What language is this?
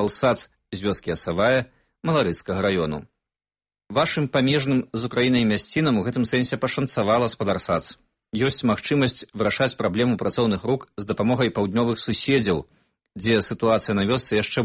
Belarusian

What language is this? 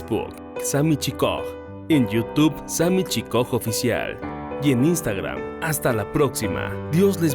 Tzeltal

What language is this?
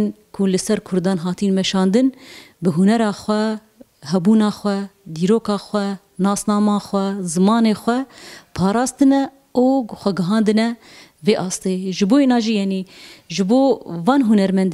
Kurdish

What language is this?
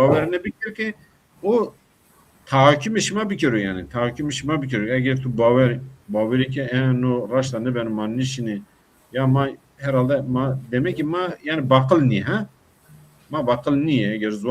Zaza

